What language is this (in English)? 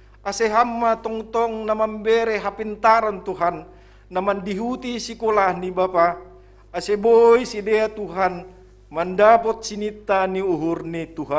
Batak Simalungun